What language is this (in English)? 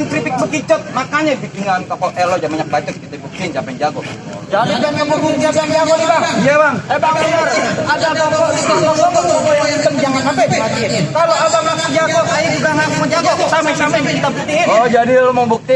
Betawi